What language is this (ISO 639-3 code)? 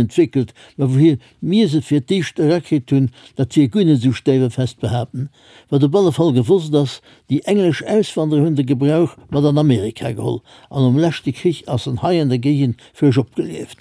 ltz